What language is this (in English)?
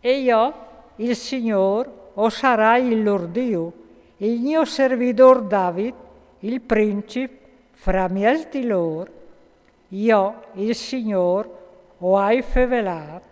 Friulian